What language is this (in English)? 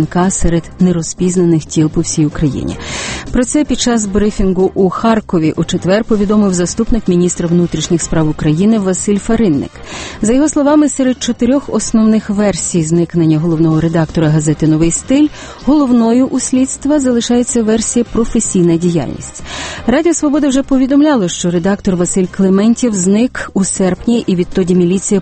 Ukrainian